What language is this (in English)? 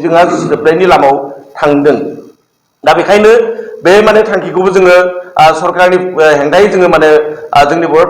Bodo